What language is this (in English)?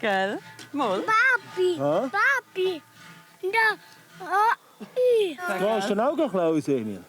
Swiss German